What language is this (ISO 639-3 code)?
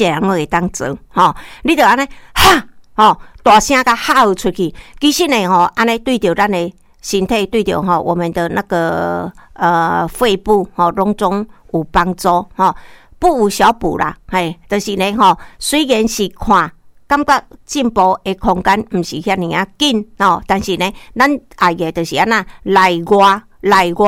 nan